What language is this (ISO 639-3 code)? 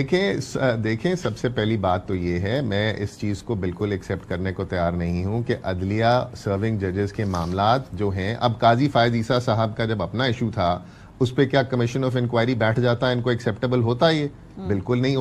urd